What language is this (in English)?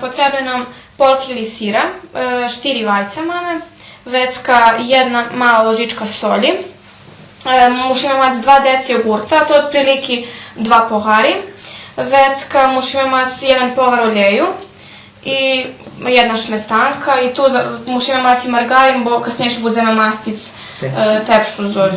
Rusyn